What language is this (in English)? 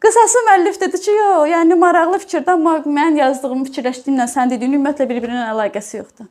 Azerbaijani